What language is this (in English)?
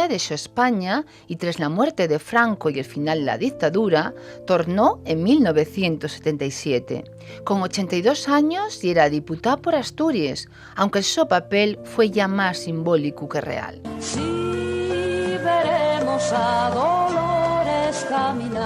Asturian